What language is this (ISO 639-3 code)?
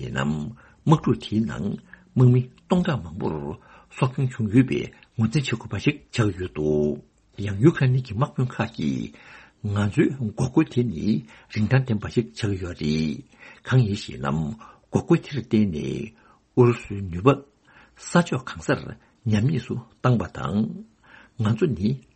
bod